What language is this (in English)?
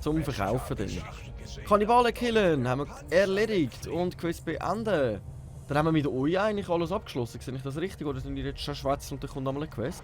Swiss German